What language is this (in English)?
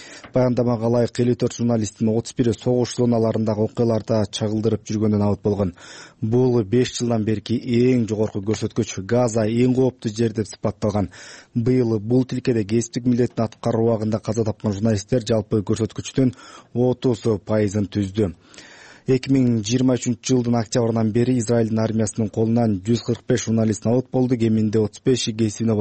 Kyrgyz